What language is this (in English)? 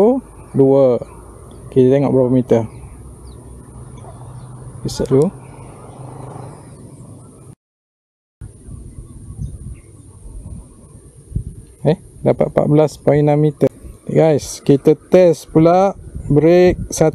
Malay